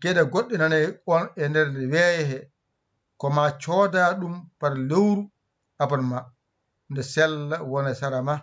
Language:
Fula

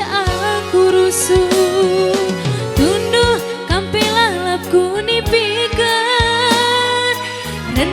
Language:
Batak Karo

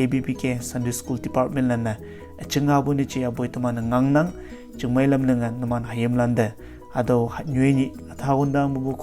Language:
Konyak Naga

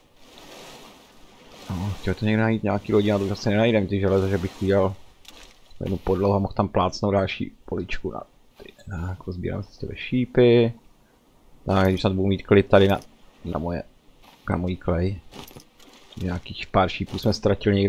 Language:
Czech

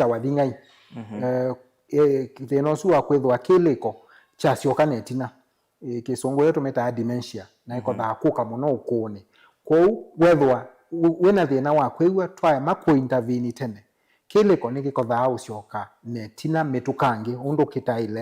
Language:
Kamba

